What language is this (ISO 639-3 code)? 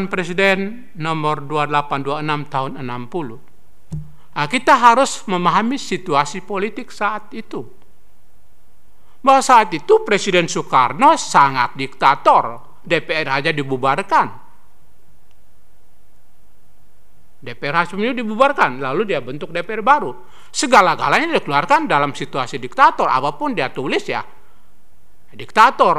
ind